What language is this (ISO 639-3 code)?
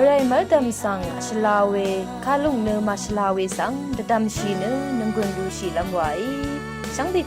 raw